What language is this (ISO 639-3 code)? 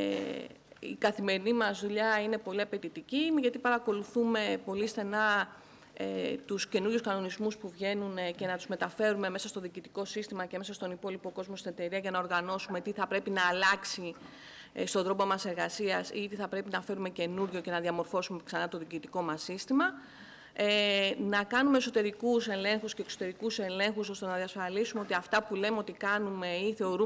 ell